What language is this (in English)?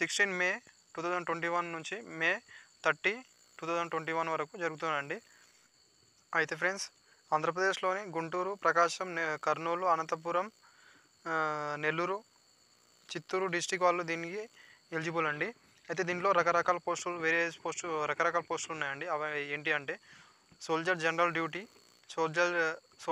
Telugu